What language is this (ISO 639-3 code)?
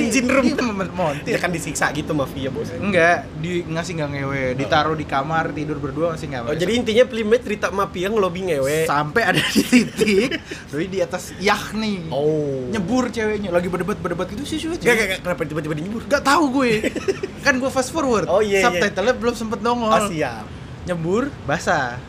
ind